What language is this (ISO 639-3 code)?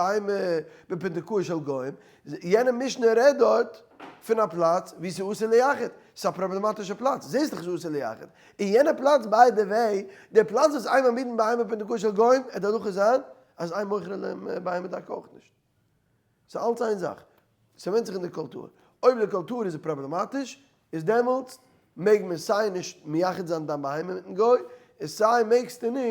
yid